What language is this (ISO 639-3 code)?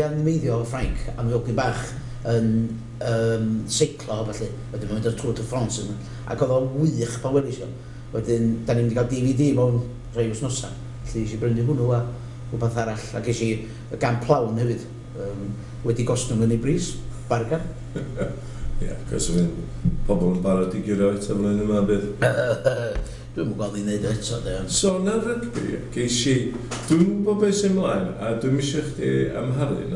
cym